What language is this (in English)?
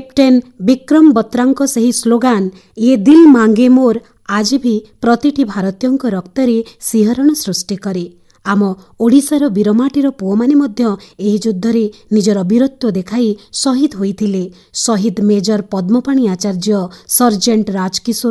Odia